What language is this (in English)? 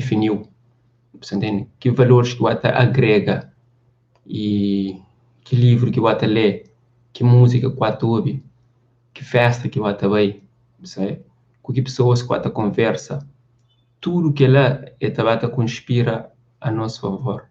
Kabuverdianu